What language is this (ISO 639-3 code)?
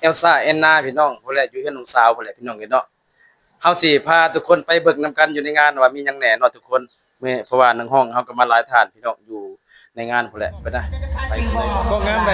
lao